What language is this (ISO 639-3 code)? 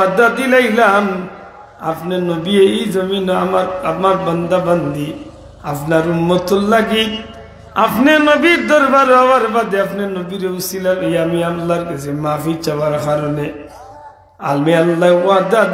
syl